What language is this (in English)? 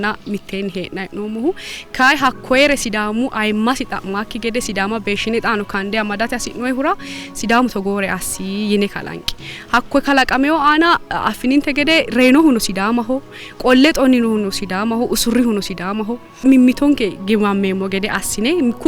Sidamo